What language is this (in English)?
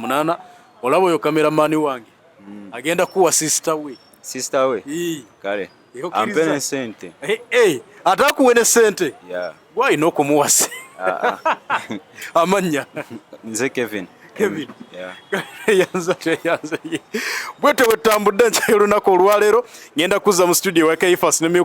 Ganda